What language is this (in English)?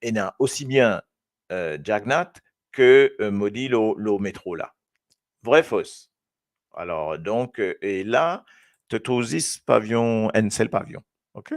Morisyen